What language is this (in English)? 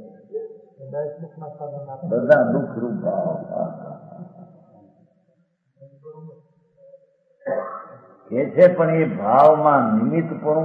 Gujarati